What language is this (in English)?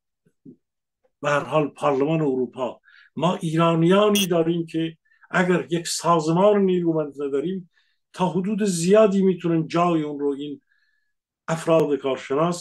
Persian